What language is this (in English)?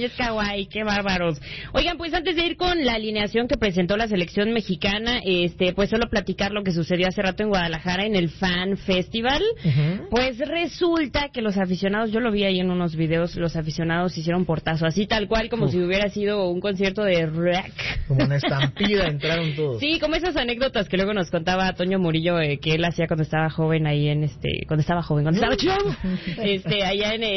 Spanish